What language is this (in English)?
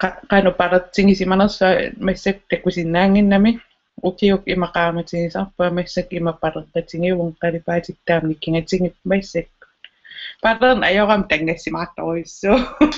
Kalaallisut